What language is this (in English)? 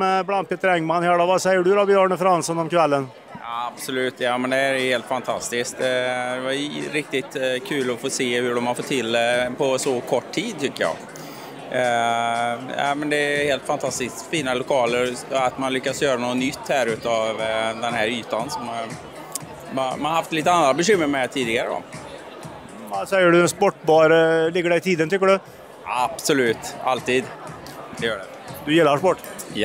Swedish